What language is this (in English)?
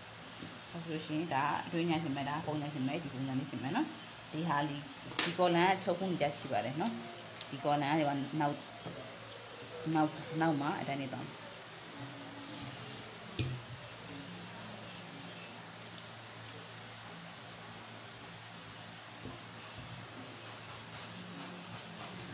Burmese